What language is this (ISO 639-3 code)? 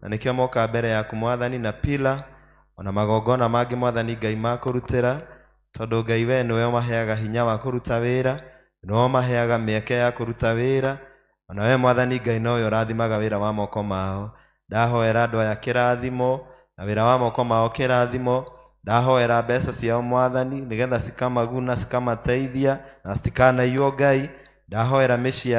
kik